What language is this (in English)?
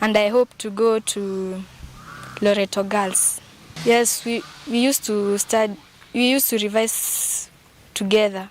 Kamba